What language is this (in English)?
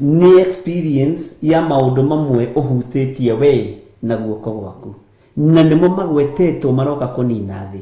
Kikuyu